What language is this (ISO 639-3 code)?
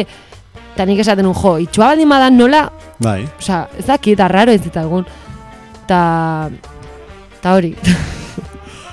eus